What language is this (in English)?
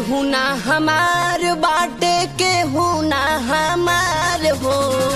Bhojpuri